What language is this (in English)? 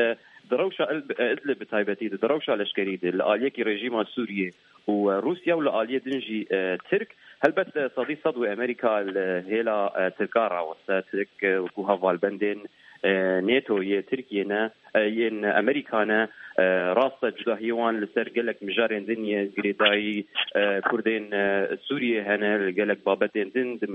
Kurdish